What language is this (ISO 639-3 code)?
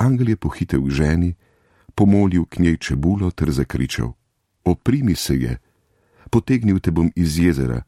slv